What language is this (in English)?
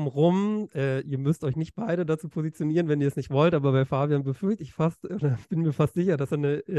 German